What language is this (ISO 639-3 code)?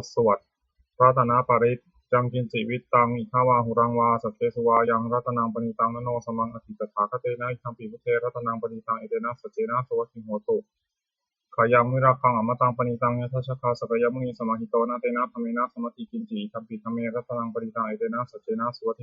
pli